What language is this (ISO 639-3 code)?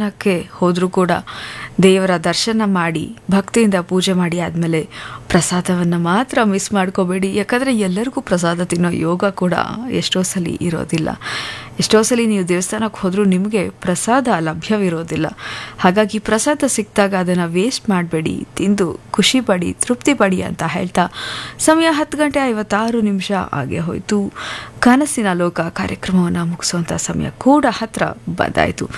kan